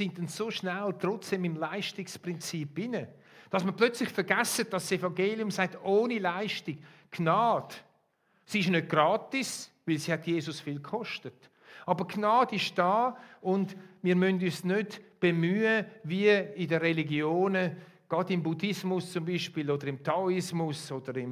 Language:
Swiss German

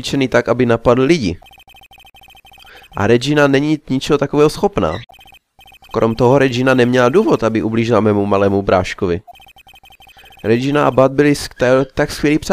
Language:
Czech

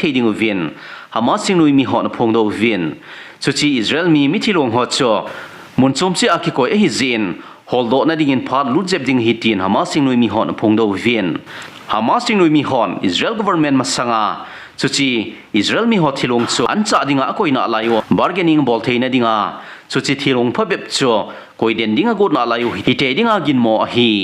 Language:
Thado Chin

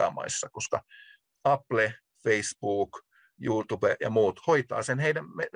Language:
Finnish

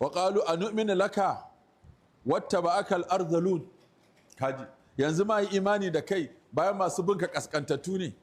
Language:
Hausa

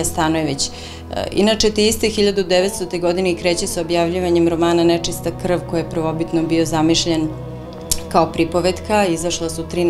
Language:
Serbian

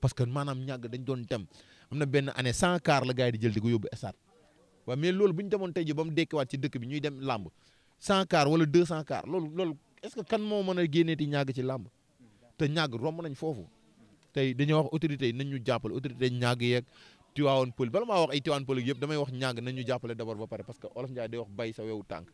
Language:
Wolof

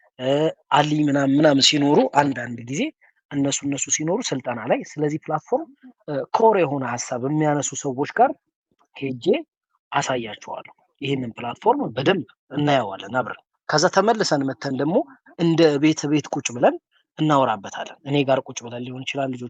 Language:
Amharic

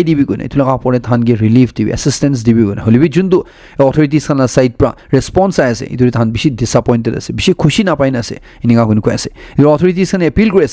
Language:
Naga Pidgin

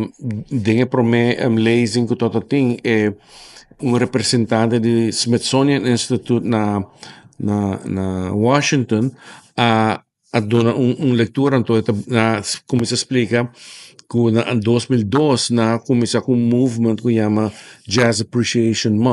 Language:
Papiamento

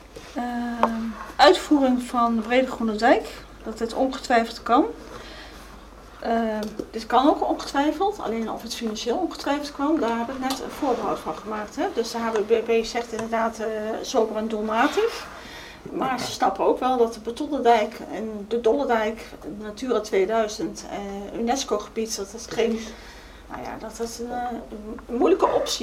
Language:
Dutch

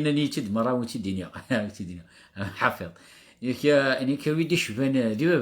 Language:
Kabyle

